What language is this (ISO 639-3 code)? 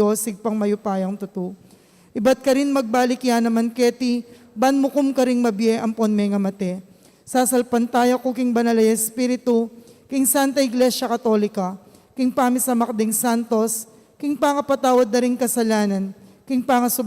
pam